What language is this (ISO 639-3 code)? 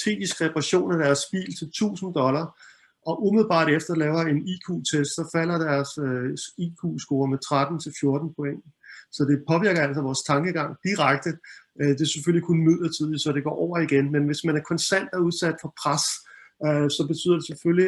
dan